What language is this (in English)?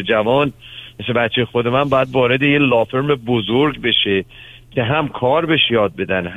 Persian